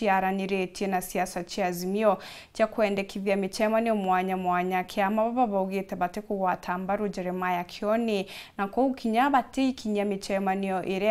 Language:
Meru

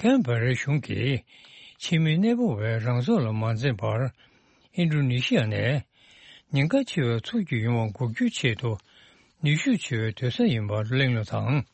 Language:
Tibetan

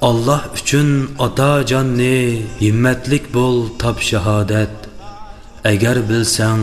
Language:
Uyghur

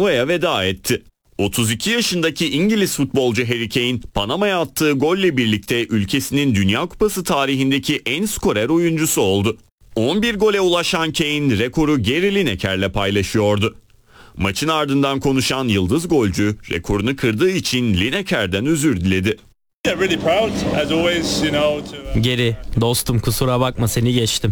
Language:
Turkish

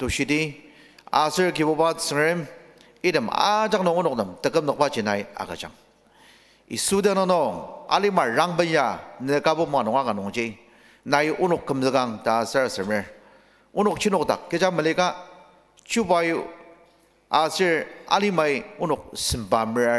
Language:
Ao Naga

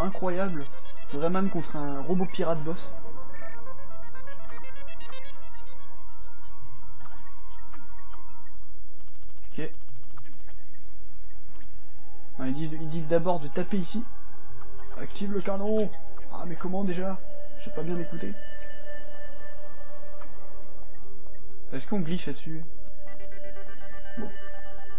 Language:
French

